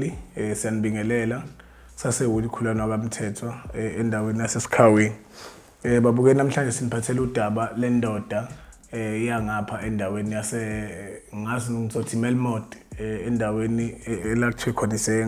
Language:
Zulu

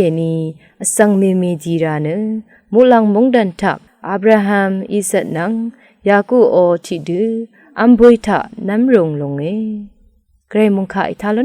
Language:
Rawang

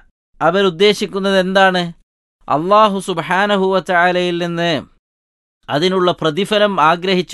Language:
Malayalam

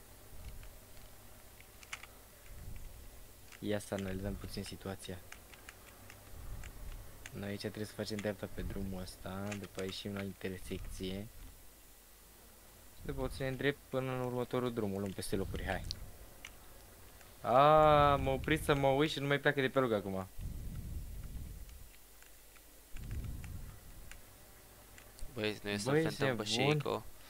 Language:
Romanian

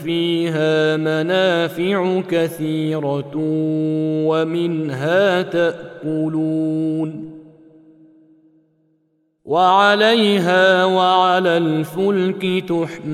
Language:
Arabic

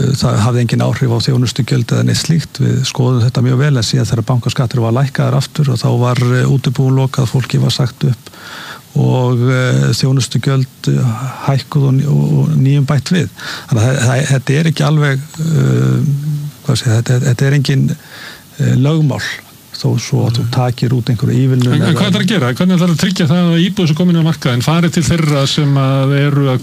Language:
Icelandic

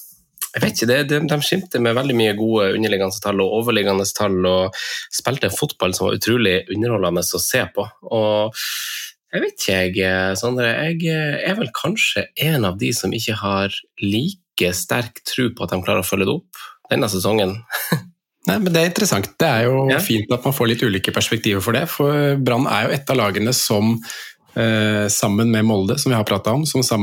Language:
Norwegian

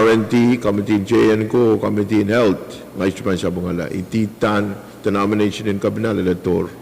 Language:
Pohnpeian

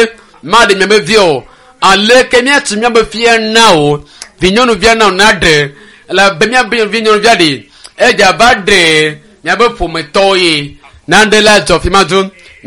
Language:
Ewe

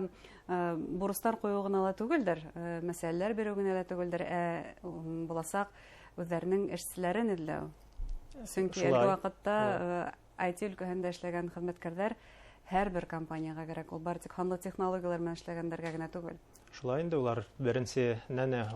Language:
Bashkir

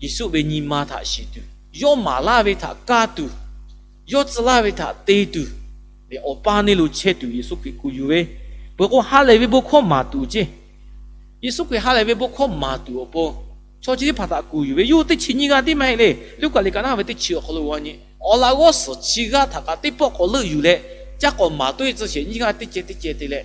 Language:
Lahu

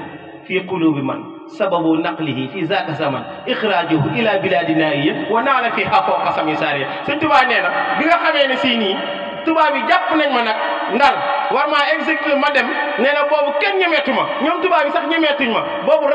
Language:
Wolof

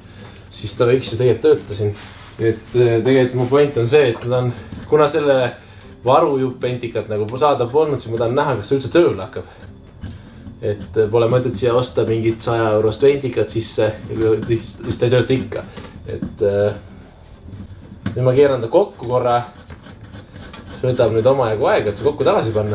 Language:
Estonian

